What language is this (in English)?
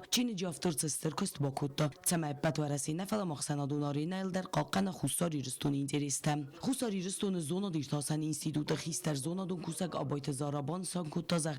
Ossetic